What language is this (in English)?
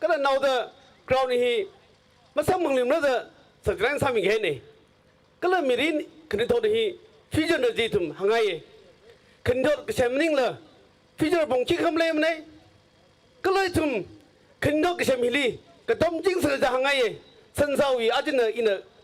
Tangkhul Naga (India)